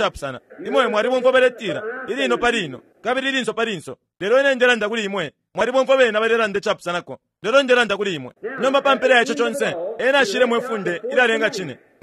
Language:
Bemba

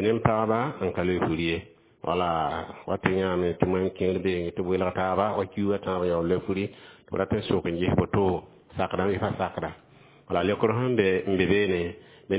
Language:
Mossi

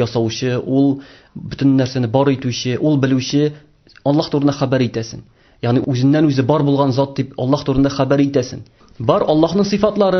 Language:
Tatar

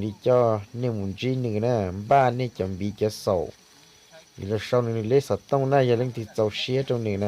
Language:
Hmong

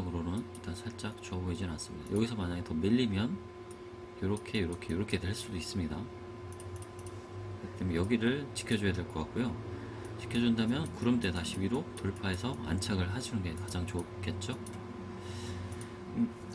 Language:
Korean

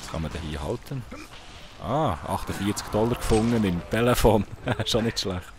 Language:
Swiss German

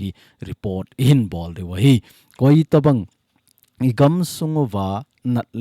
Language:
Thado Chin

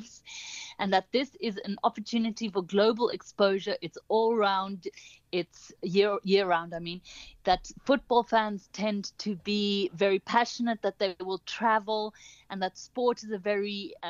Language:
English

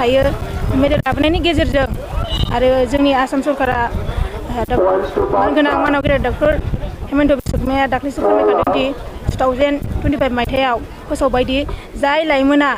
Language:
Bodo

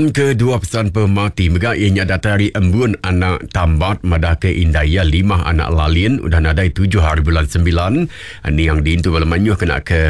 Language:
Iban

